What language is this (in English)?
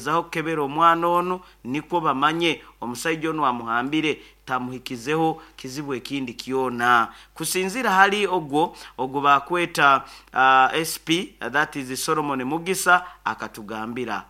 Nyoro